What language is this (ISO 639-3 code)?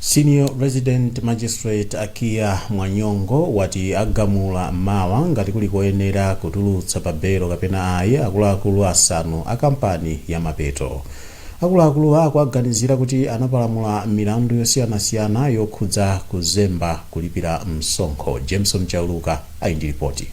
nya